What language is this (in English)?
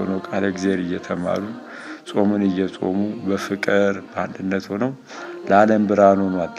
Amharic